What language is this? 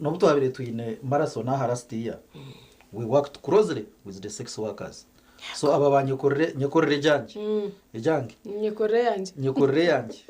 Nyankole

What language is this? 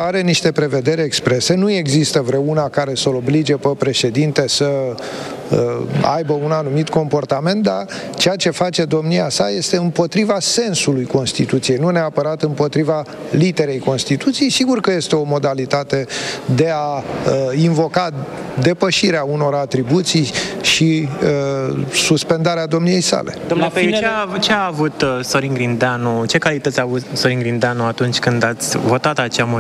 Romanian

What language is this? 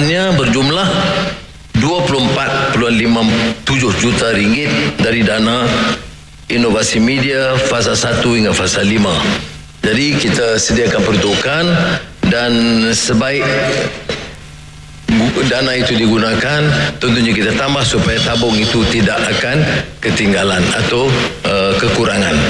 Malay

